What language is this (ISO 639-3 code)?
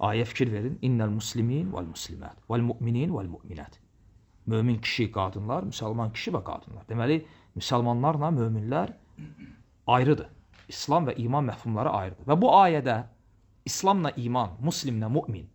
aze